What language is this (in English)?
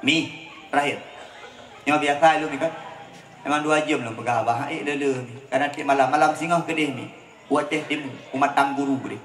Achinese